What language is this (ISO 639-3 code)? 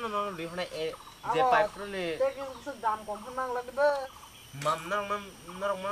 trp